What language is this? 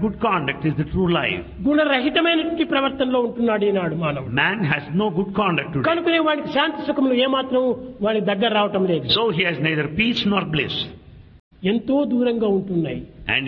Telugu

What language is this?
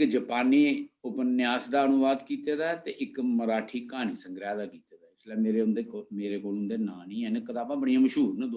Dogri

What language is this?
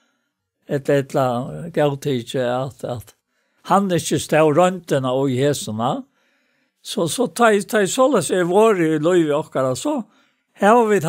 Faroese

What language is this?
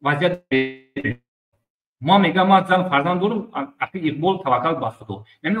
Tajik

